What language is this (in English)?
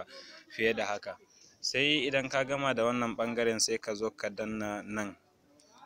Hausa